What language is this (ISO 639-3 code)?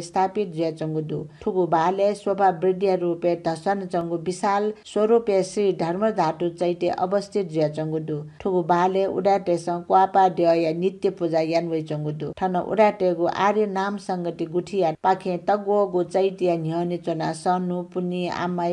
new